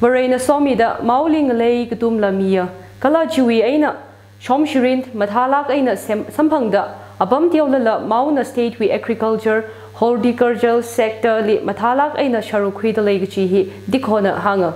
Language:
Tangkhul Naga (India)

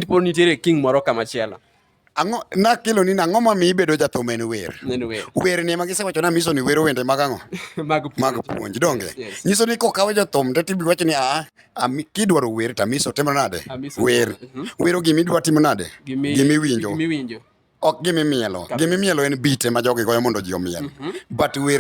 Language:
Luo (Kenya and Tanzania)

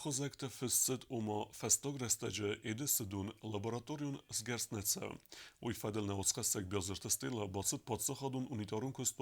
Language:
Ossetic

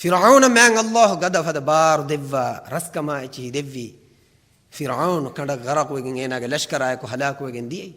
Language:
Divehi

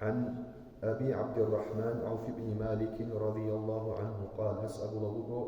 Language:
Avaric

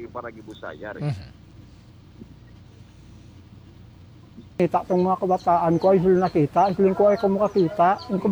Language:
Filipino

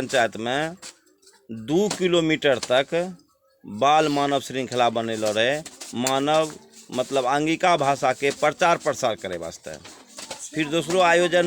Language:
Angika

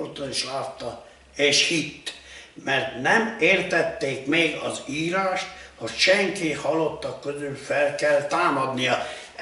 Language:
Hungarian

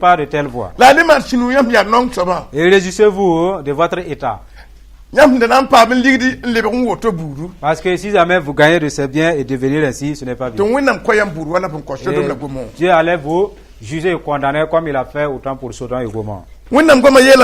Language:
Mossi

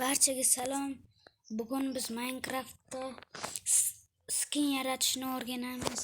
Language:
Uzbek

